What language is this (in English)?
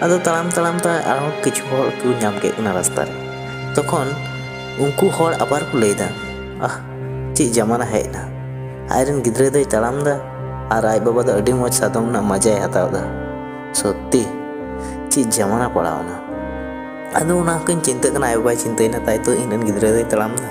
Santali